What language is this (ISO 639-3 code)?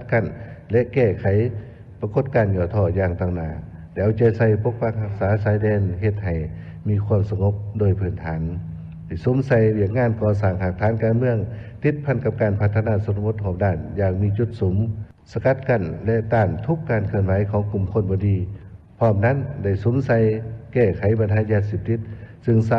lao